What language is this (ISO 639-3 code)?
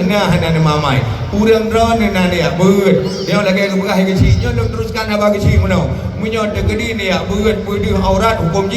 ace